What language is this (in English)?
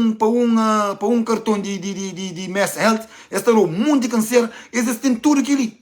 Kabuverdianu